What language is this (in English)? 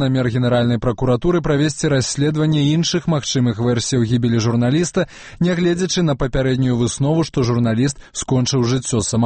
Belarusian